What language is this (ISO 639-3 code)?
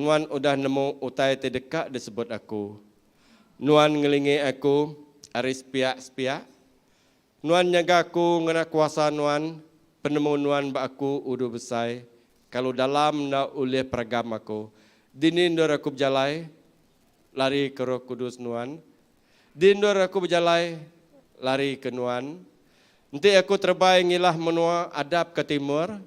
iba